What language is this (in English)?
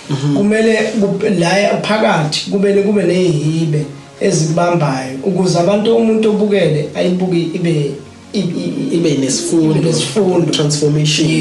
Zulu